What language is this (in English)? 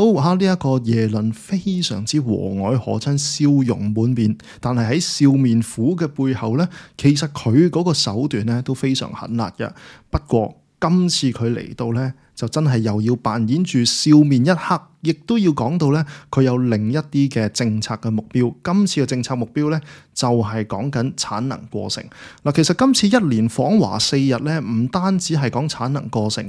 Cantonese